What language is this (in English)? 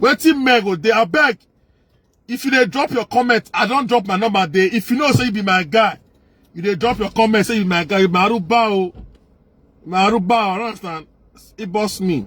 Nigerian Pidgin